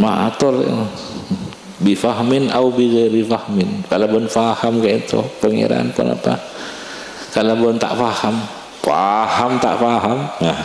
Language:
Madurese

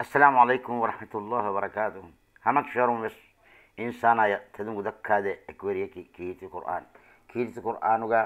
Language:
Divehi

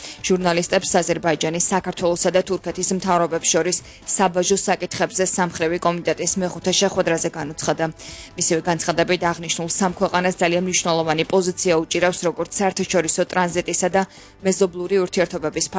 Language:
Georgian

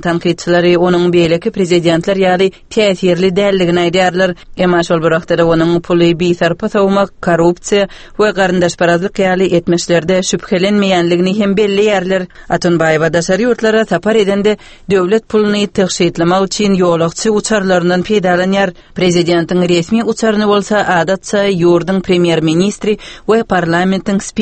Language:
Turkmen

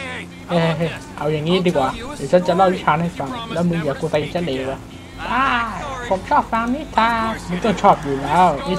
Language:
Thai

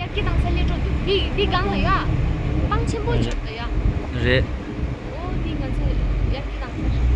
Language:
Tibetan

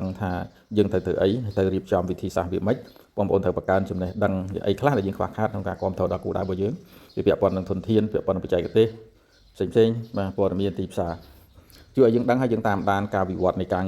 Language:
Khmer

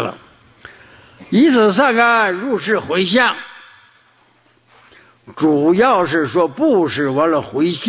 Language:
Chinese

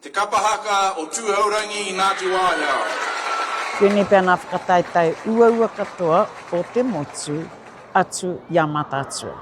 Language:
Māori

